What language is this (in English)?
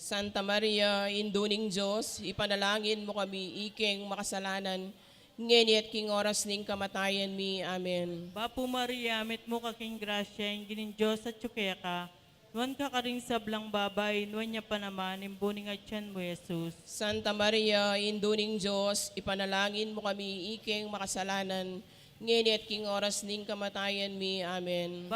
Pampanga